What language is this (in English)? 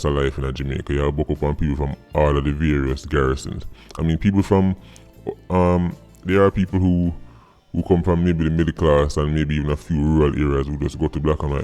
Jamaican Creole English